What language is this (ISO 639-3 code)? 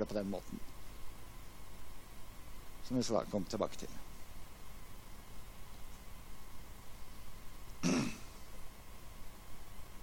nor